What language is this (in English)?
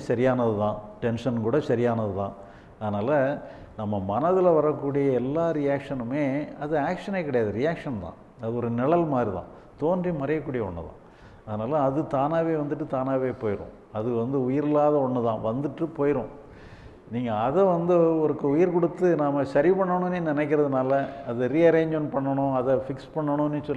Tamil